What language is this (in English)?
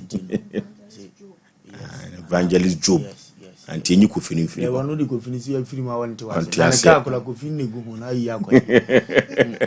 Akan